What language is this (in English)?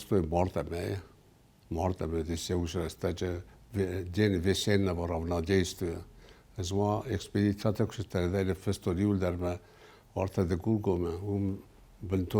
Ossetic